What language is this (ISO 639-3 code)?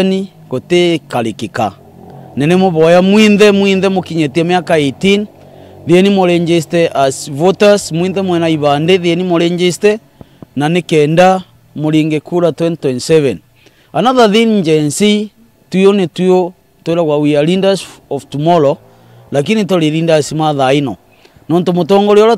mer